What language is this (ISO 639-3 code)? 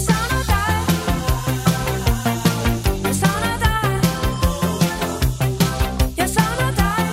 dan